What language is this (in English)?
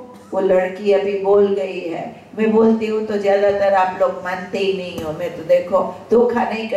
Hindi